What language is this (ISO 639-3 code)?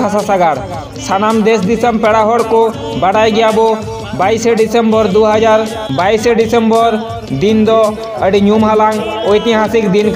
sat